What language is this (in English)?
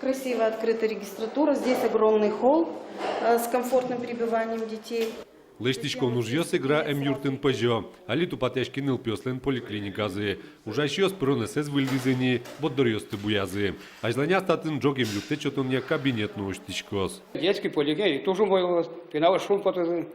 Udmurt